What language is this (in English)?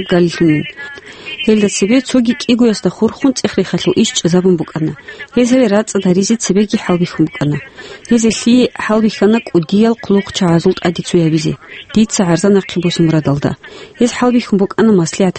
Avaric